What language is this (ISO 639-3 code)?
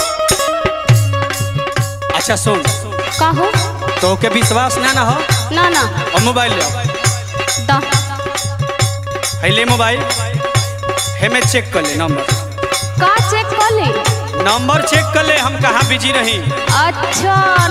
bho